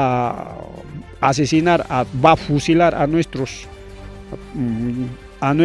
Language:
Ayacucho Quechua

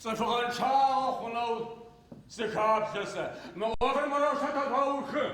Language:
Adyghe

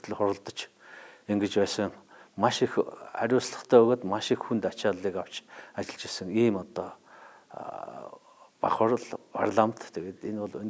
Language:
Mongolian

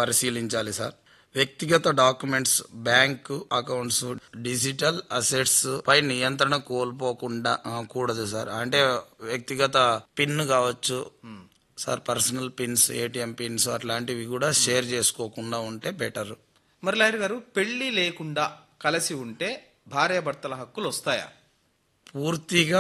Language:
Telugu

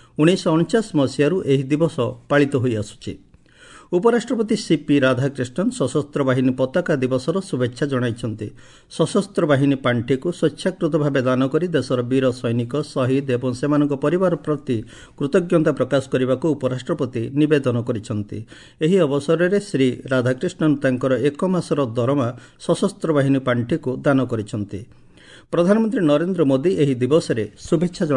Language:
Odia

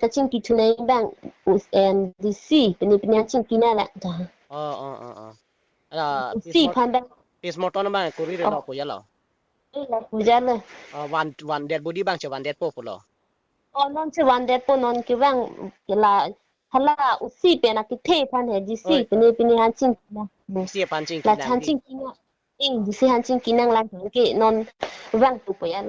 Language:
Karbi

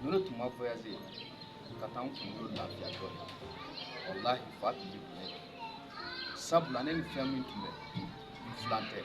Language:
Bambara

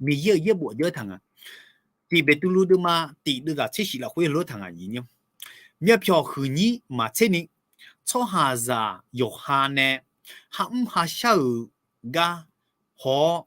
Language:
Akha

